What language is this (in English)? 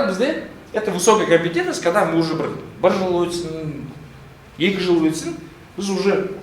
Kazakh